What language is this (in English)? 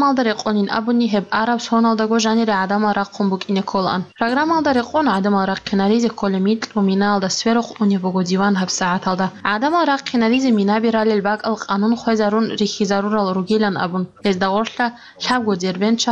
Avaric